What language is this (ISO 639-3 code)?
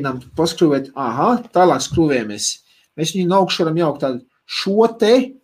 lav